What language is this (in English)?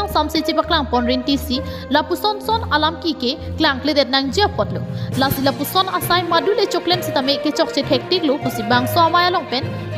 Karbi